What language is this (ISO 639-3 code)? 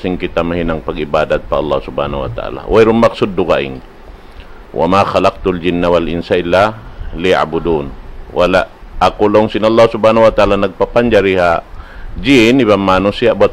tsg